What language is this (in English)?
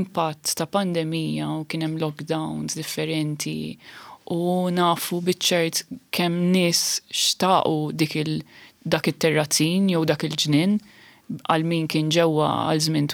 Maltese